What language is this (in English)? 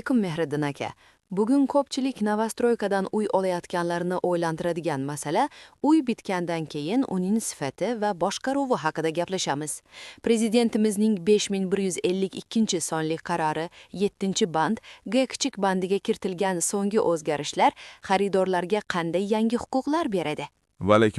Uzbek